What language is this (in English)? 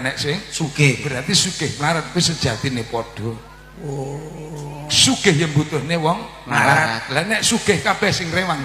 Javanese